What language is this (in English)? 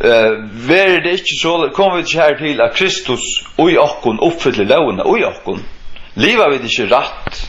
Faroese